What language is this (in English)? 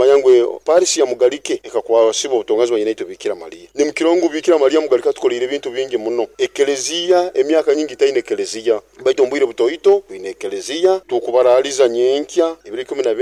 Nyoro